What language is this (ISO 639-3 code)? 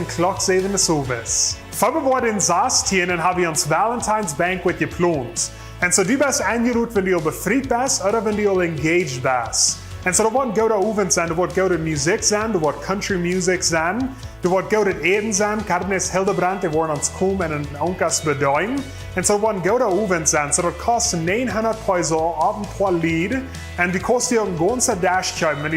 pdt